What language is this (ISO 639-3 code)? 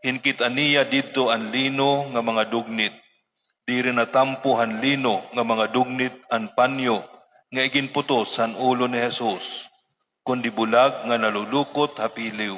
war